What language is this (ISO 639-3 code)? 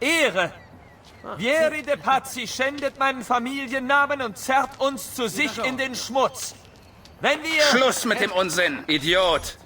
bar